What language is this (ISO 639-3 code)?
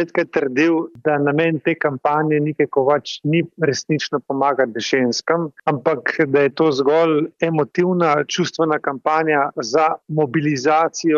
slv